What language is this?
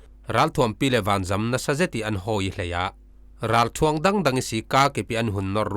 Falam Chin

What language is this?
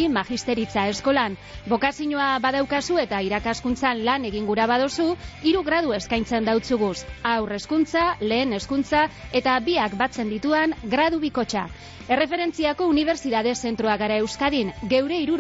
Basque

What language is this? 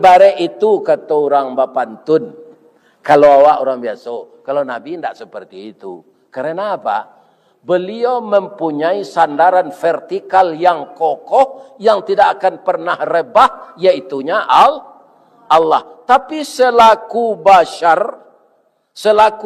Minangkabau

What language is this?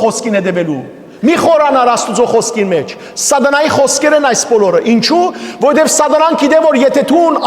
Western Armenian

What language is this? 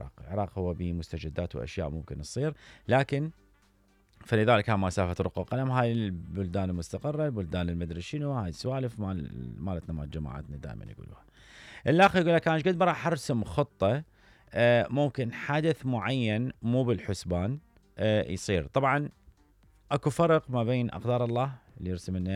Mesopotamian Arabic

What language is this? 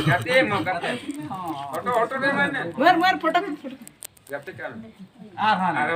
Santali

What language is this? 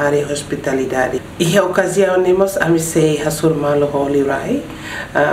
Tetum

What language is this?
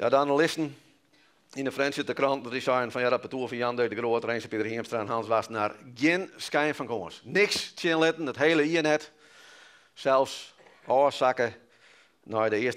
Western Frisian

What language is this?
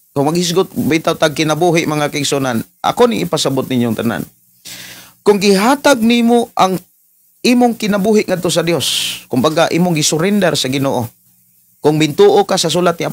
Cebuano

